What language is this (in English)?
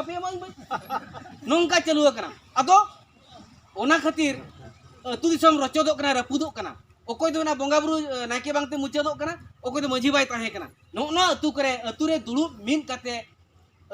Santali